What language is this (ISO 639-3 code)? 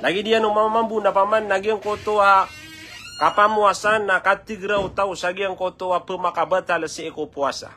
mrw